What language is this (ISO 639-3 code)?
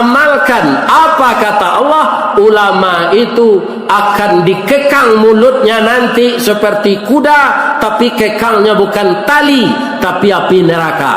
min